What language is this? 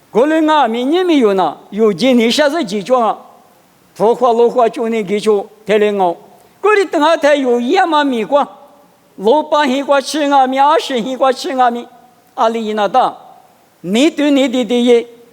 Lisu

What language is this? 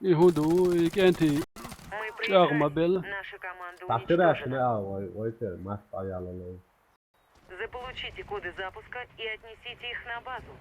Chechen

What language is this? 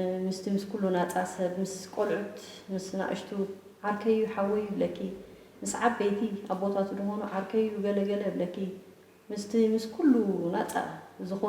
Tigrinya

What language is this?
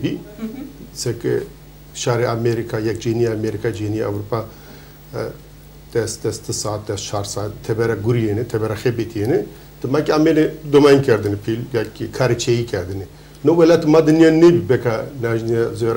Zaza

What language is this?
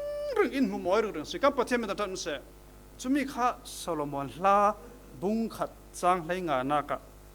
Falam Chin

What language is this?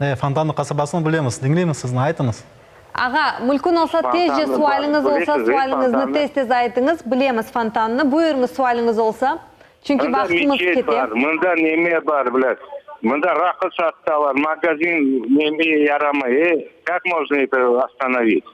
Crimean Tatar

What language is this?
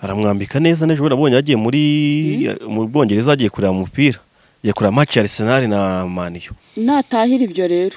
Kinyarwanda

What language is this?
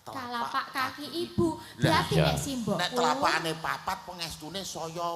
Javanese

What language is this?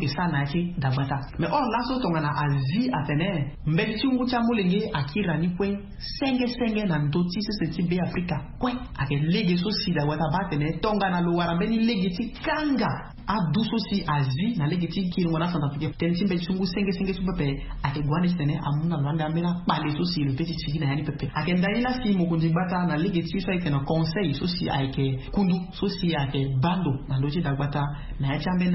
Sango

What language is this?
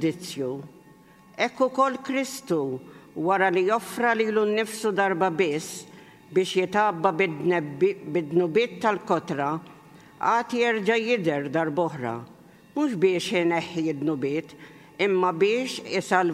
Maltese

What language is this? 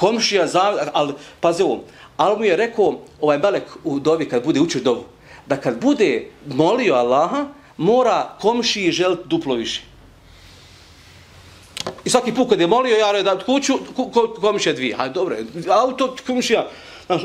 Bosnian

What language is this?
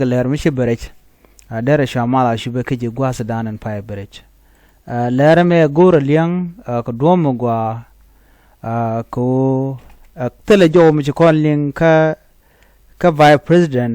Nuer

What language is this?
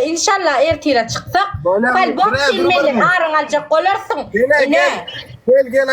Turkmen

